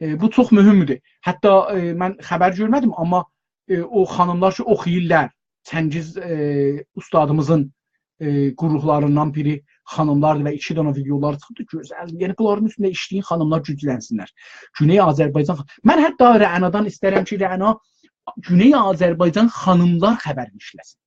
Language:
South Azerbaijani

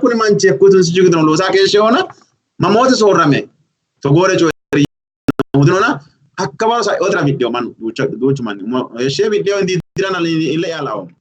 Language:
Sidamo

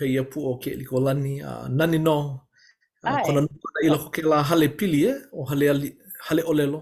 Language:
Hawaiian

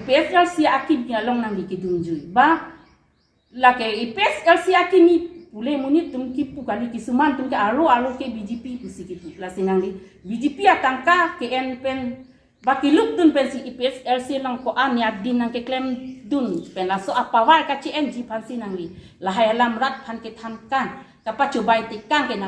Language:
Karbi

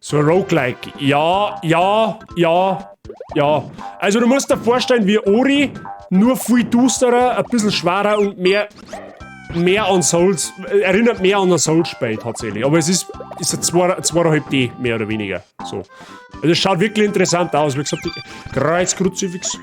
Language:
Bavarian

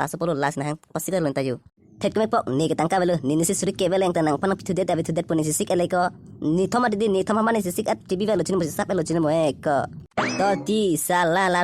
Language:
Karbi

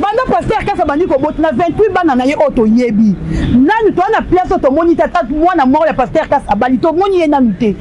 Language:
Lingala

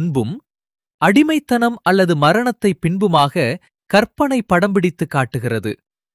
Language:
Tamil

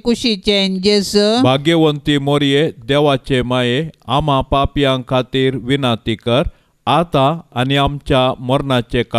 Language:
Konkani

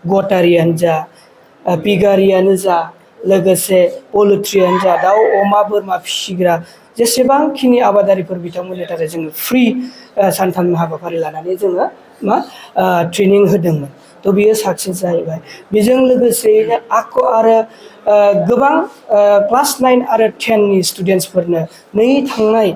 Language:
Bodo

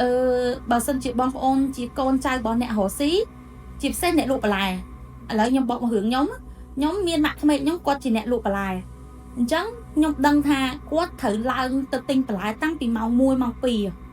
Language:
Khmer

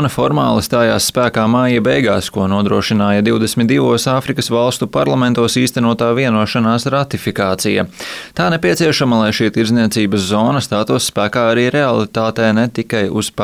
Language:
Latvian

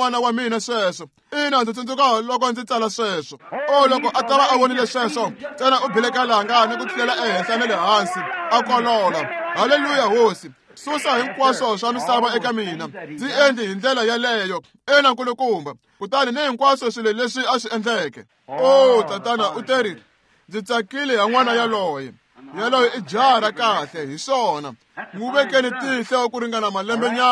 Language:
Tsonga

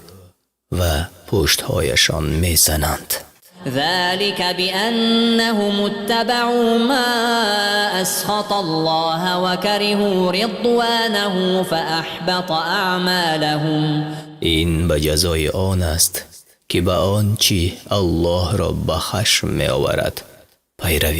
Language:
Tajik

